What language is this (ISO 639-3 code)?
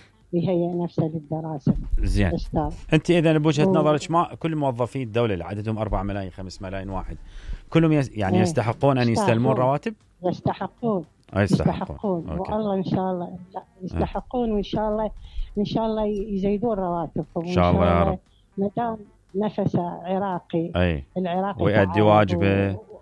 acm